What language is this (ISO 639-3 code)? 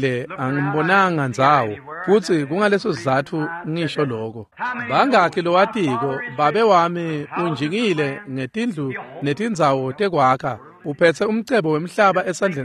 ssw